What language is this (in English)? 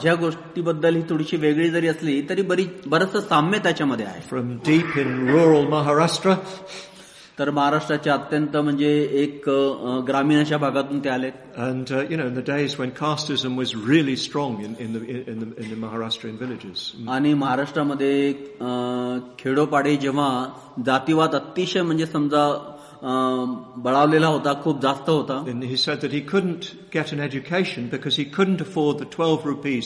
Marathi